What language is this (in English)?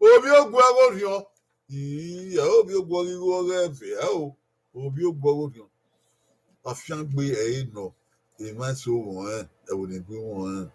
Bini